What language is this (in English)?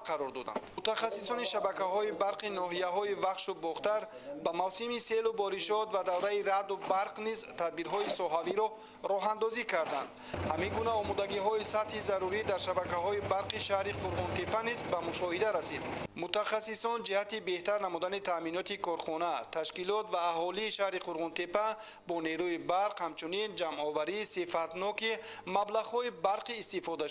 Tajik